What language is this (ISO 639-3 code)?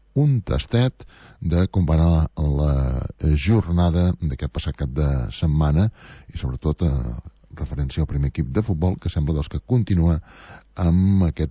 cat